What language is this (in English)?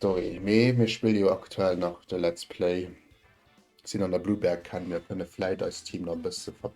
Luxembourgish